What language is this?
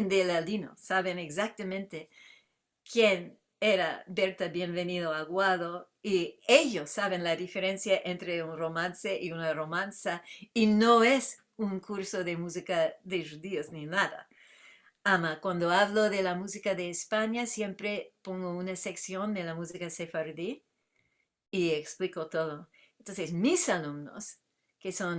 Ladino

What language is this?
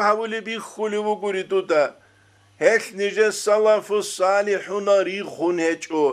Avaric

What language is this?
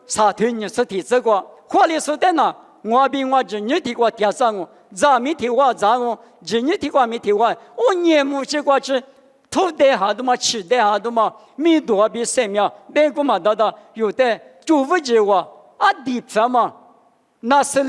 Lisu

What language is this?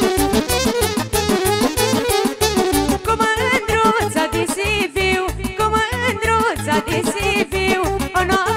Romanian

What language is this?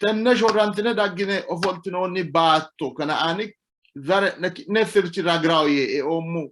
Sidamo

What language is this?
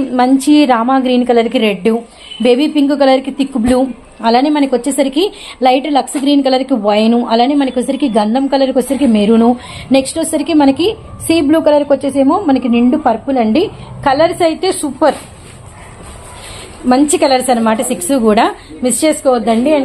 Telugu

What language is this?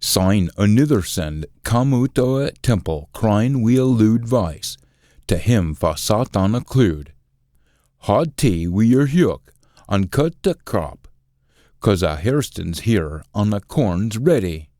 Scots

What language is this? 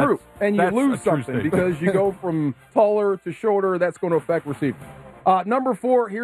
English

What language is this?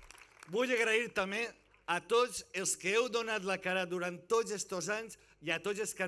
Catalan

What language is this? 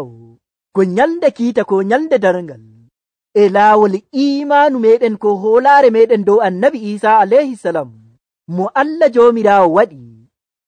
Nigerian Fulfulde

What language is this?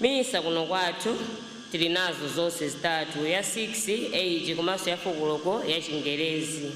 Nyanja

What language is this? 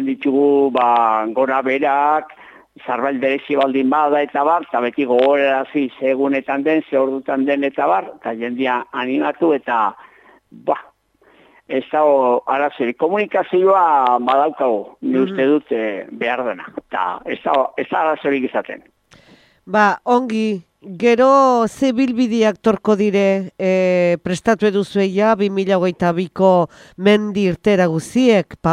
Basque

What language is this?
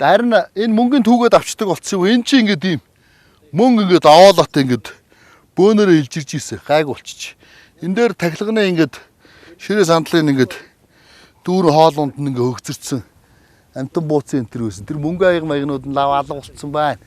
Mongolian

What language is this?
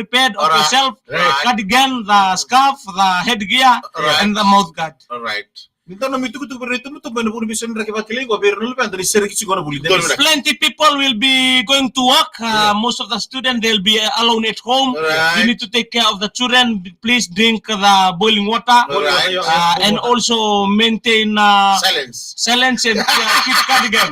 Fijian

